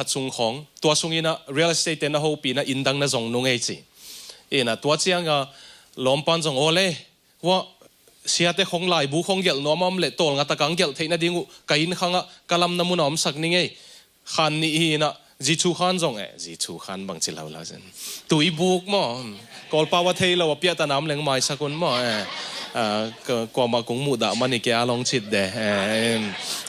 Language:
Tedim Chin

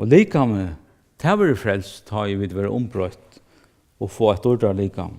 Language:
Faroese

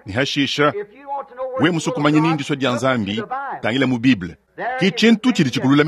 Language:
Luba-Lulua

